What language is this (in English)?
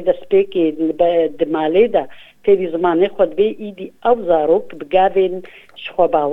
Kurdish